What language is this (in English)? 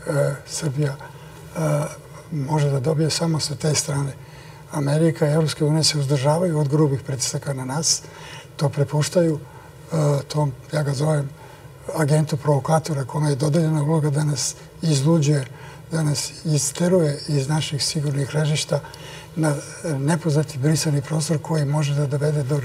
Serbian